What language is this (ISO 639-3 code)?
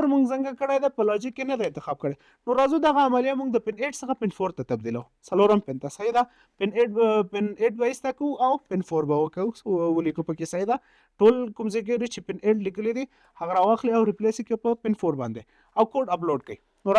pus